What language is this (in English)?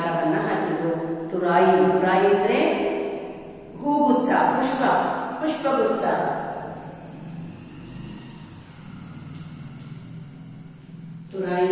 Kannada